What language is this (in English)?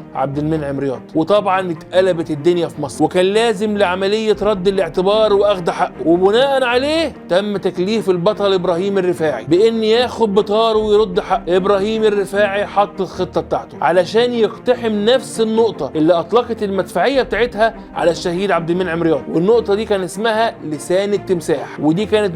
Egyptian Arabic